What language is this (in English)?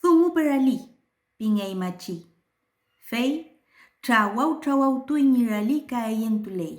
Mapuche